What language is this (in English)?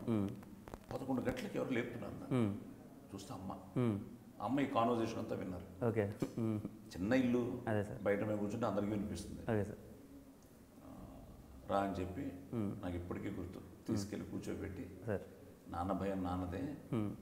Telugu